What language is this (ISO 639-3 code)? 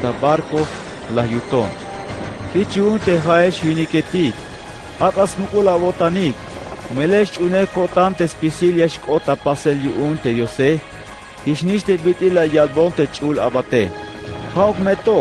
tzh